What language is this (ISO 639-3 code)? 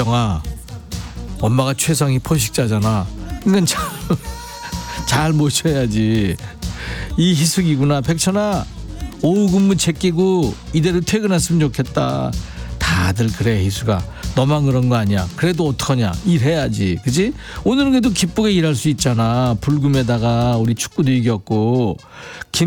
kor